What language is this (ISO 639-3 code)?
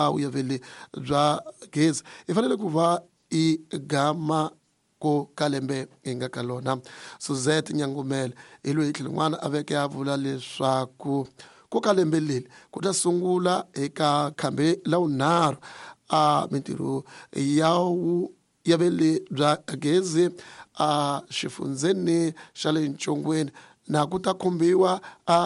tso